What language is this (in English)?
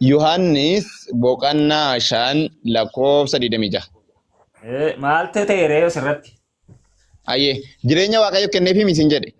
Oromo